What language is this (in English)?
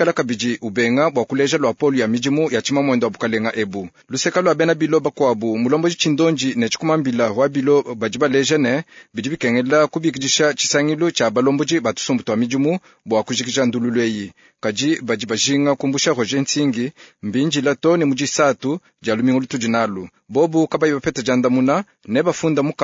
Luba-Lulua